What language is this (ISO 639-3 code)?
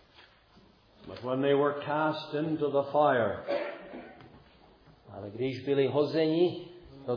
ces